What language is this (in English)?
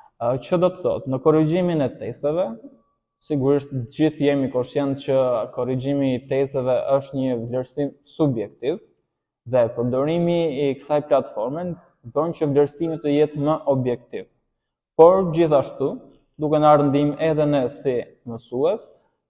Albanian